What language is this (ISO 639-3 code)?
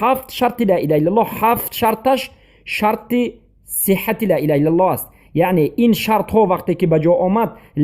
tgk